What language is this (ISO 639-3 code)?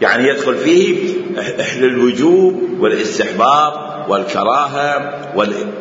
acm